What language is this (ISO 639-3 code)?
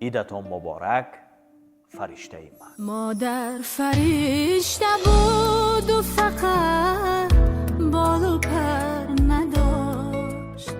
tgk